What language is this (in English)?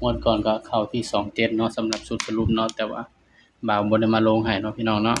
Lao